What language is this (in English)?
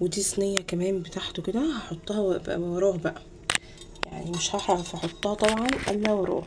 Egyptian Arabic